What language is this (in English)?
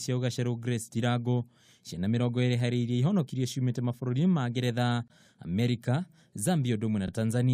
Kikuyu